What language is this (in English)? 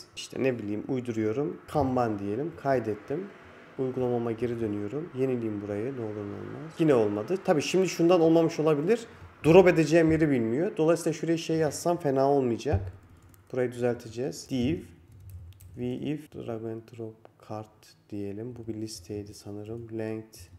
Turkish